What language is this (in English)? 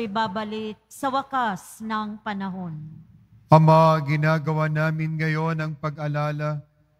Filipino